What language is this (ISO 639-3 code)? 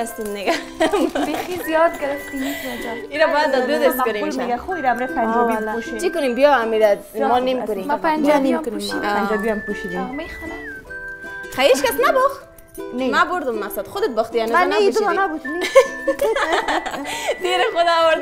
fas